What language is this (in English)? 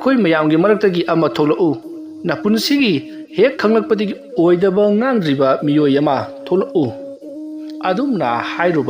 Manipuri